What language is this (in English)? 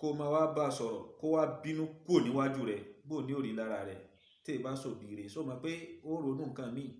Yoruba